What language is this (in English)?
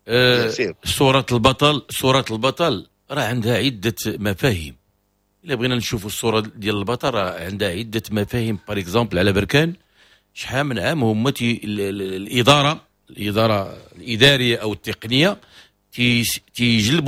Moroccan Arabic